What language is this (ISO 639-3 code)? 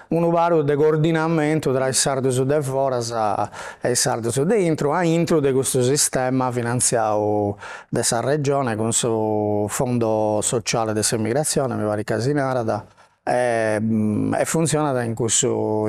srd